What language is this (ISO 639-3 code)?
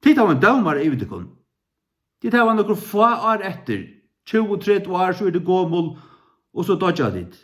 fao